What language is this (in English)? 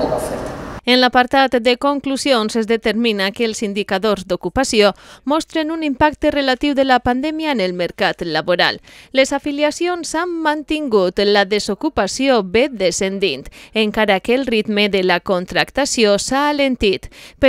Catalan